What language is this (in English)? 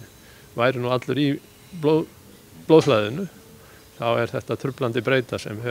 Icelandic